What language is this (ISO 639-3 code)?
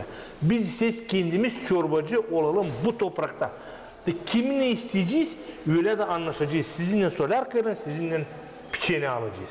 gag